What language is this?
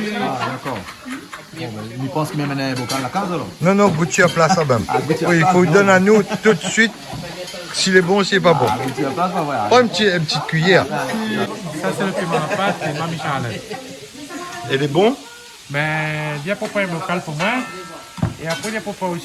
Réunion Creole French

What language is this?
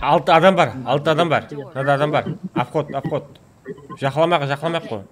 Kara-Kalpak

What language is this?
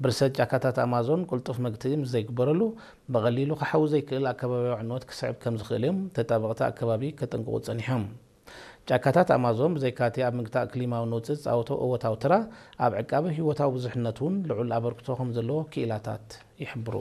Tigrinya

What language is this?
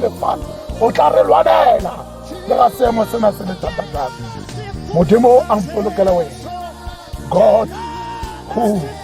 Tswana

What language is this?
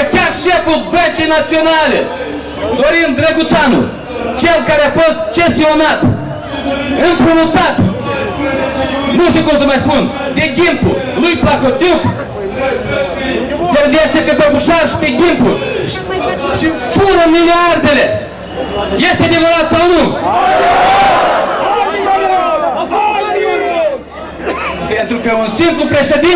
Romanian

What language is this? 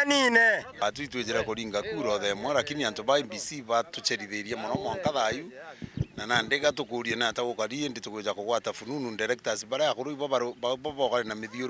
Meru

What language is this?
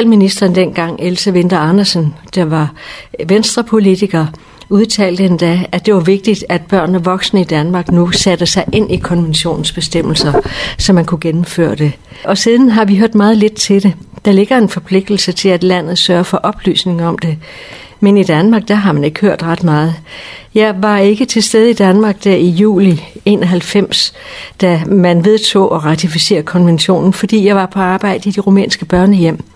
Danish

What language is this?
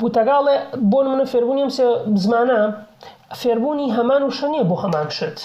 Central Kurdish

